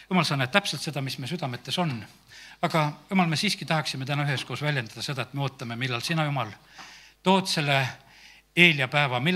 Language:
Estonian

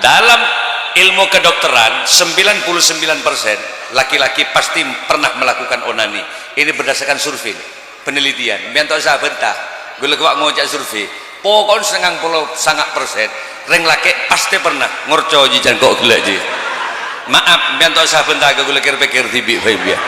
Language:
Madurese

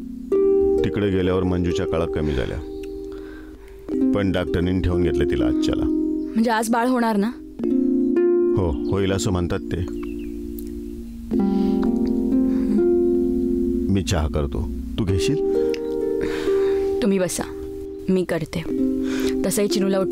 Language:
Marathi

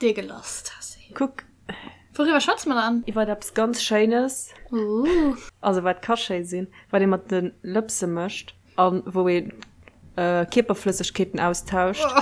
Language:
Luxembourgish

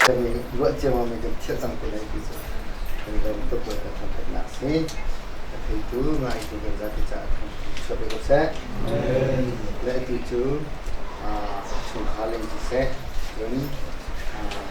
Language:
Hakha Chin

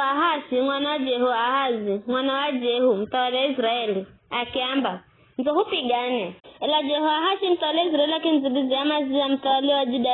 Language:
Giryama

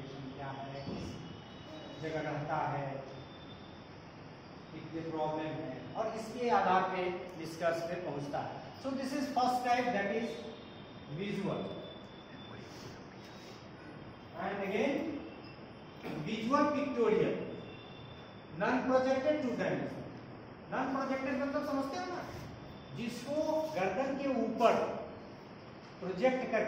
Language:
Hindi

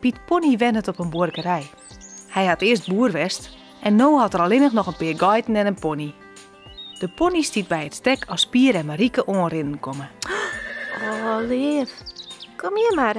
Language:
Western Frisian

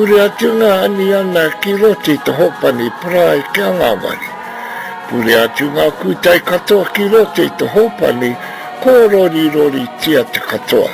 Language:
Māori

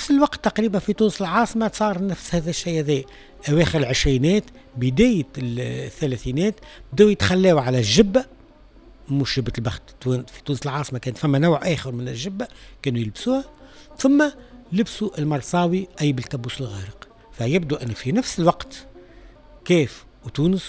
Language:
Tunisian Arabic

